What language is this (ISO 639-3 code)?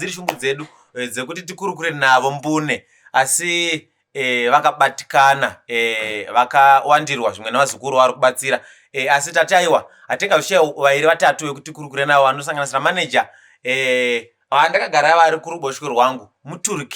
sna